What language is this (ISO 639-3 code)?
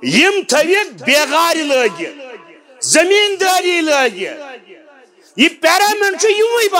kas